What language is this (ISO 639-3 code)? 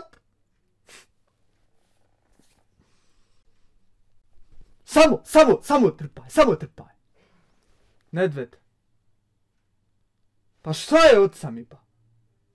bos